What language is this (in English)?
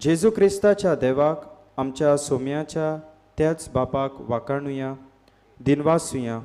Konkani